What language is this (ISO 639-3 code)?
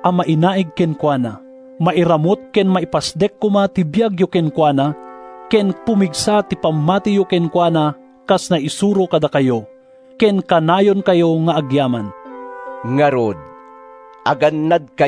ilo